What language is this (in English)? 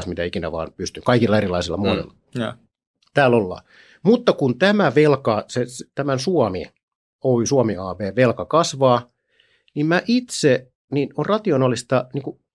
Finnish